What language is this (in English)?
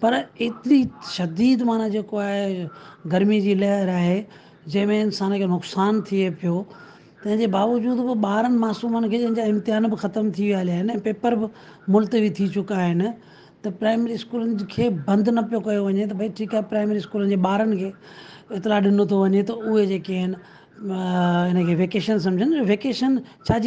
Sindhi